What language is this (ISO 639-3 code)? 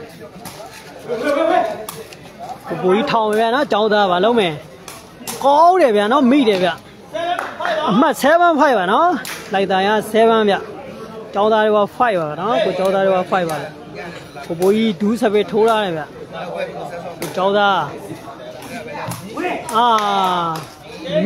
mya